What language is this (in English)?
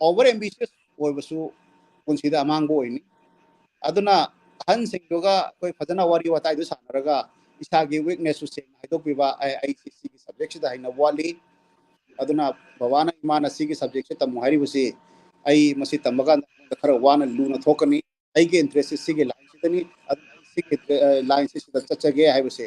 Manipuri